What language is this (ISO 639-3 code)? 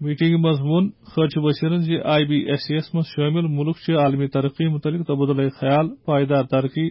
kas